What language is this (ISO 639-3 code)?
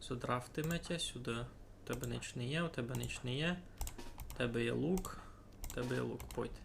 rue